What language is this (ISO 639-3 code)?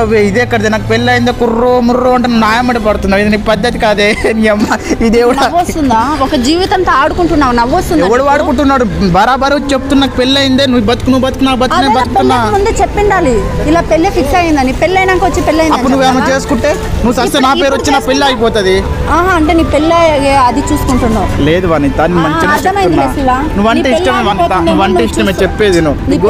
tel